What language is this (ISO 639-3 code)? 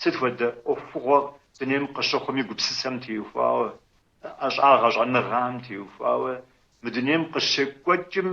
kbd